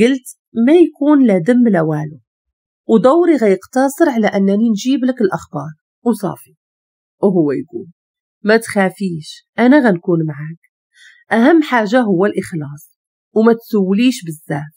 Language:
Moroccan Arabic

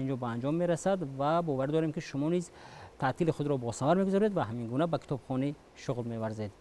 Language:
Tajik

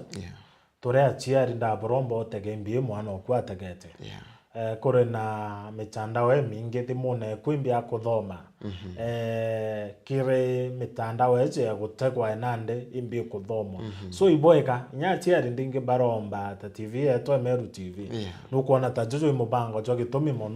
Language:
Meru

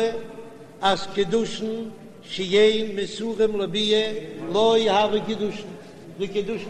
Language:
Yiddish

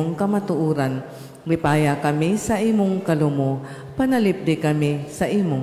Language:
Cebuano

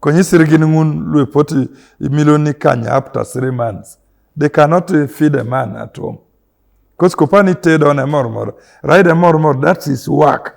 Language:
Teso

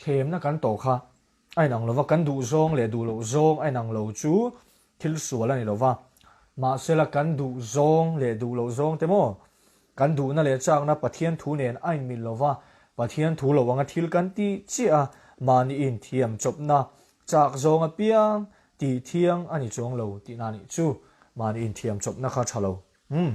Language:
Mizo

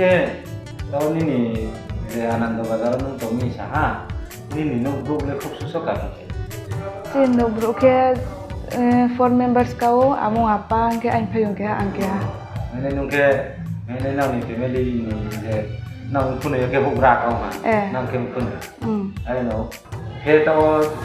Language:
Riang (India)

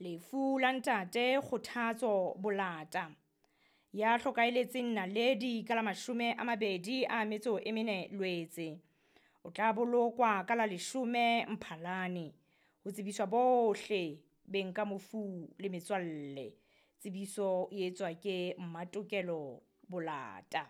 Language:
Southern Sotho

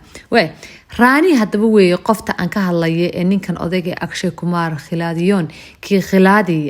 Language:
Somali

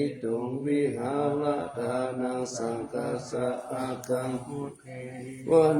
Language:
Pali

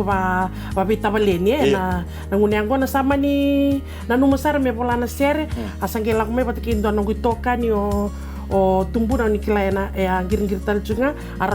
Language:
Fijian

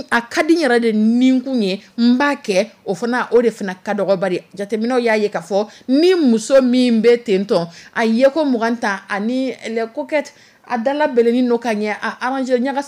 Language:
Dyula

